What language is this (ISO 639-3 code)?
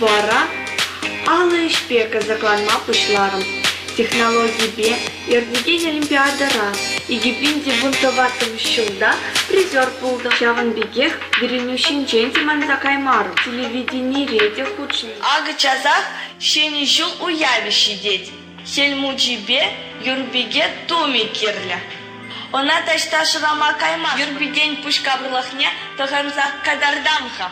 chv